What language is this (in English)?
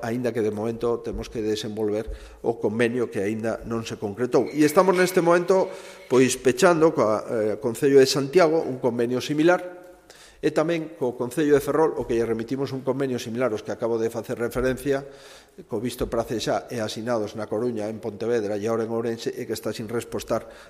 Galician